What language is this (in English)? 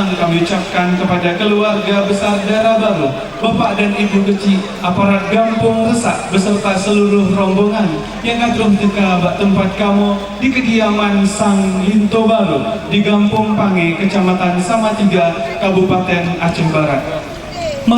Achinese